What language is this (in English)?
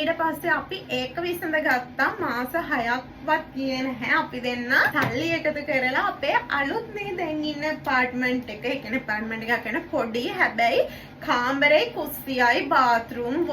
Sinhala